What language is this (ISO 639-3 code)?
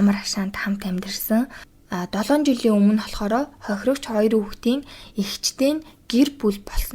mon